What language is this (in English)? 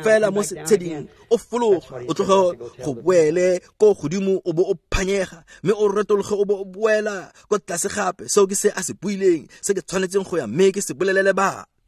Tswana